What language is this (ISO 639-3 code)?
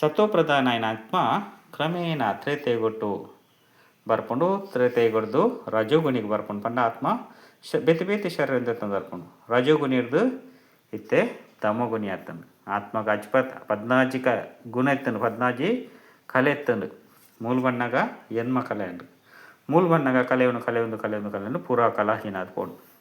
tcy